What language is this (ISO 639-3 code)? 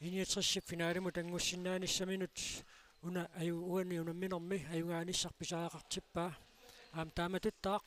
kal